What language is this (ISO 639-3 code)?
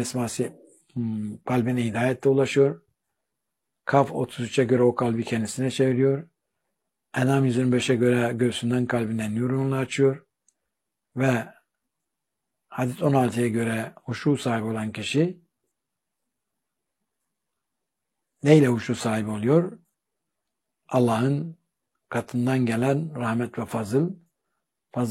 tur